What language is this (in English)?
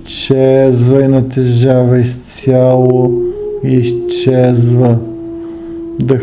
Bulgarian